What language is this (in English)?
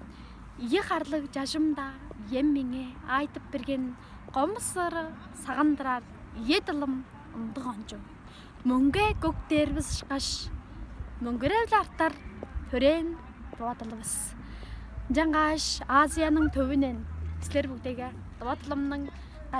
Tuvinian